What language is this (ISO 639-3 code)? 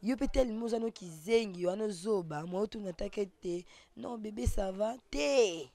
lin